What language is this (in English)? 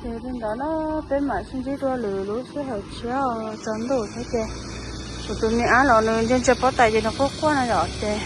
Hmong